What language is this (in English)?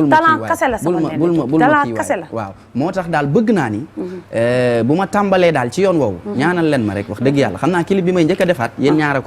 Wolof